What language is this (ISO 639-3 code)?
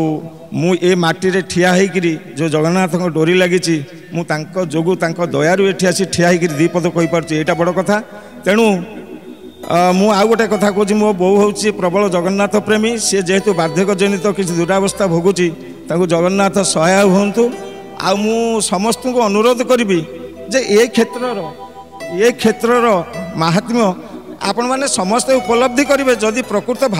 ori